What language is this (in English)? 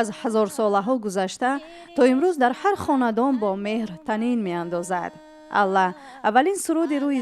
Tajik